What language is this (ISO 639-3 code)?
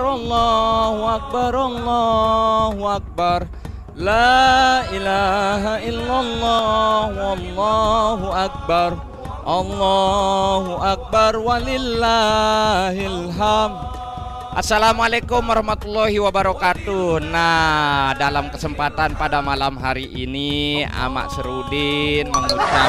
sas